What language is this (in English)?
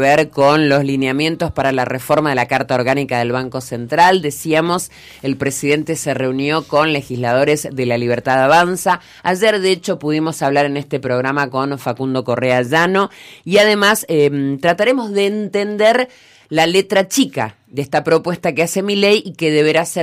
Spanish